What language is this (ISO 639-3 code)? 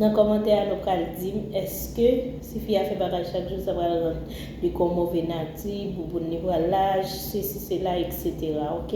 hat